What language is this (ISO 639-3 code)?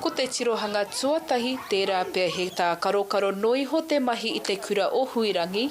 mri